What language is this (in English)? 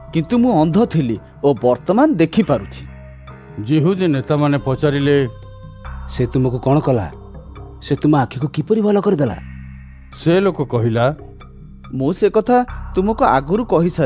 Odia